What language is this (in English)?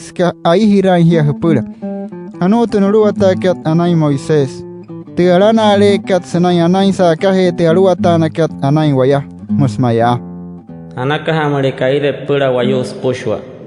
Wayuu